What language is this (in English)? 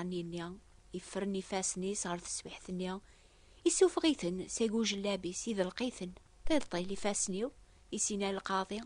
Kabyle